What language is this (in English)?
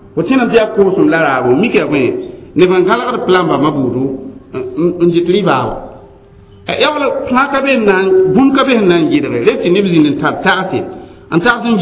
Mossi